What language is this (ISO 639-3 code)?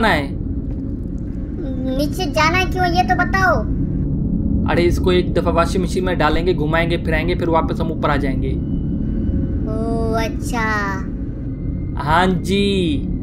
hin